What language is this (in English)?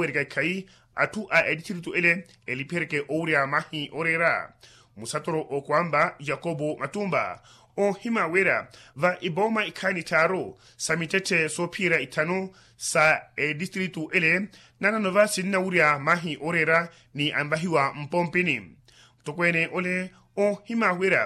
Makhuwa